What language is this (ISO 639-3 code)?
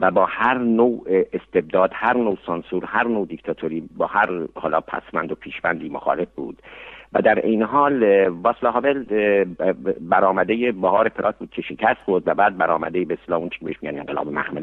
fas